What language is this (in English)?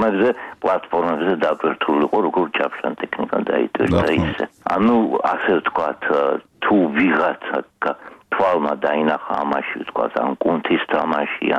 Georgian